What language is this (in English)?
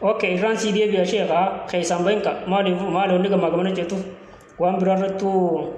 Oromo